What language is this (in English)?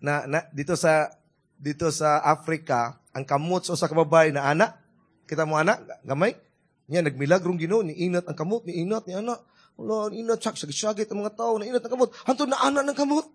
Cebuano